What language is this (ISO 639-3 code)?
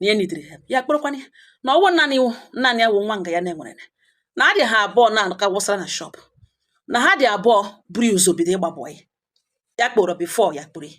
ibo